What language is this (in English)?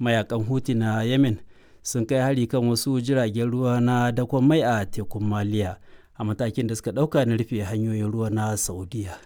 Hausa